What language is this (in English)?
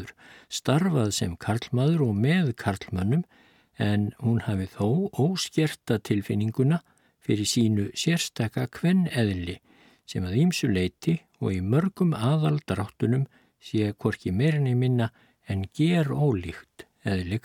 Icelandic